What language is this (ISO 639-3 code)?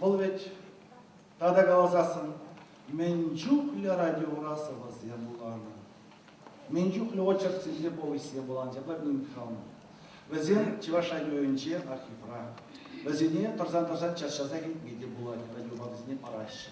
chv